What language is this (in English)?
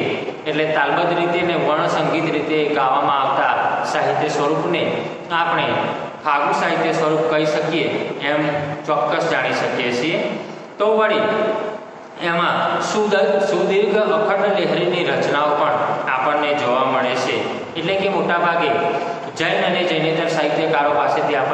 Gujarati